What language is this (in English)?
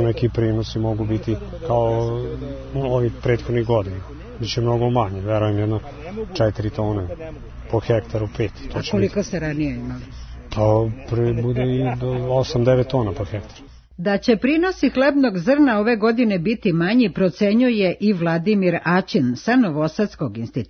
Serbian